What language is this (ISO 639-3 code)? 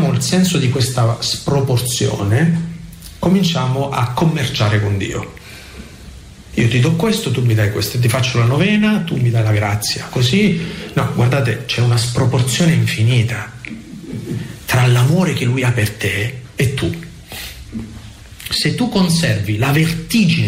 ita